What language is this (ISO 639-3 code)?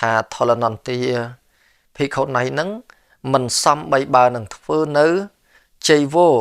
khm